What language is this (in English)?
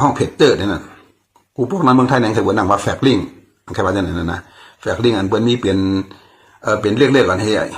Shan